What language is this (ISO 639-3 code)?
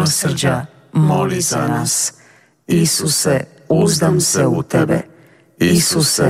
hrv